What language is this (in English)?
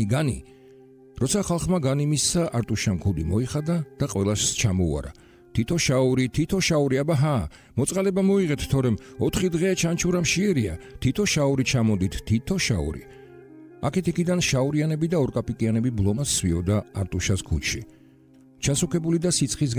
Georgian